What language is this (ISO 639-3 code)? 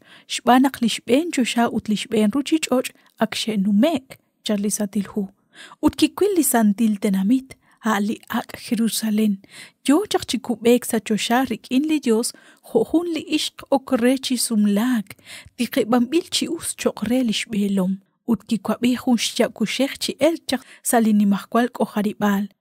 kek